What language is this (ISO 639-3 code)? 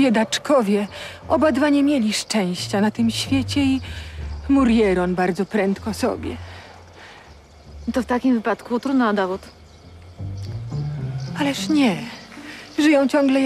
pol